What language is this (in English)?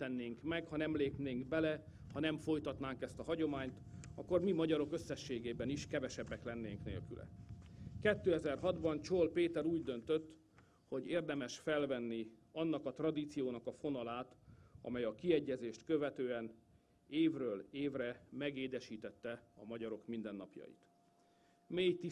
Hungarian